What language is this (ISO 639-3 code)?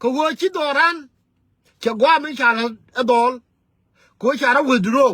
nus